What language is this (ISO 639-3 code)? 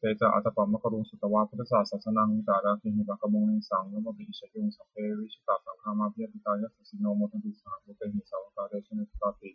pli